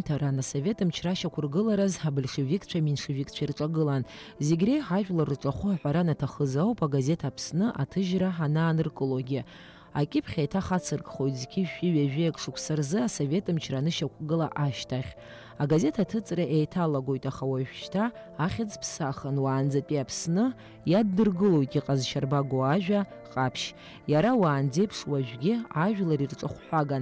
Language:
Abkhazian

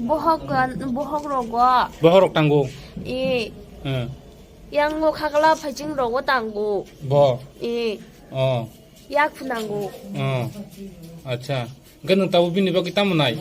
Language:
Riang (India)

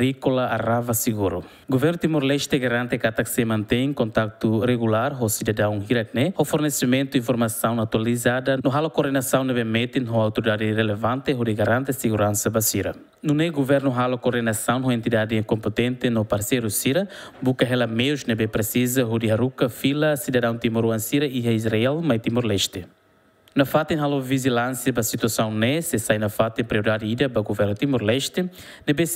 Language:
Tetum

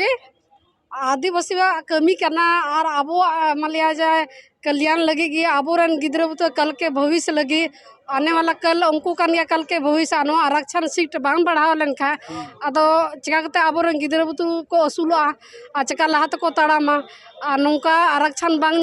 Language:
Santali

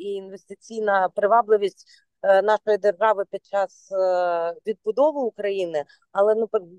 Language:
Ukrainian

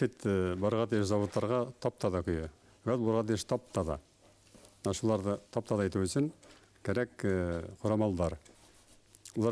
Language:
Bashkir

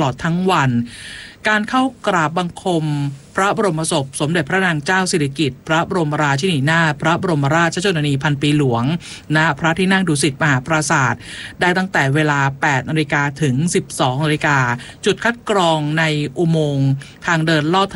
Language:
Thai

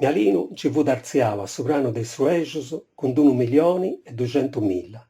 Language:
Sardinian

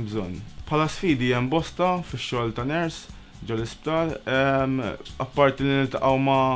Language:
Maltese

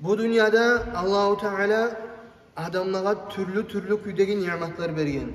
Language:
Kumyk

